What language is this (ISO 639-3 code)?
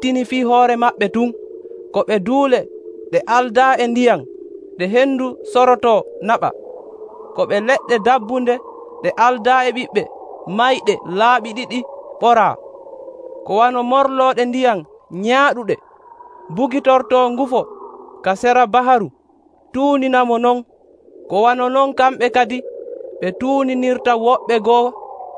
fuv